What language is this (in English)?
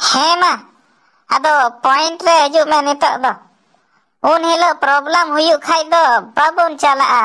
Santali